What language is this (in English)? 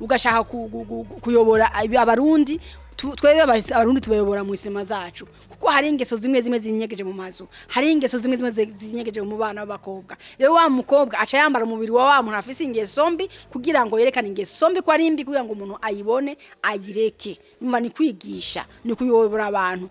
Rundi